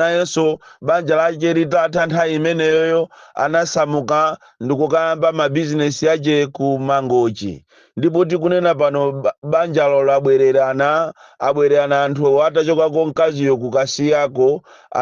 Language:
Nyanja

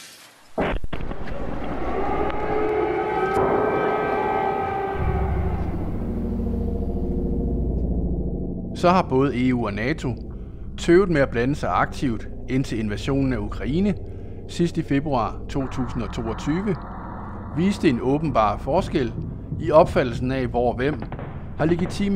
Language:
Danish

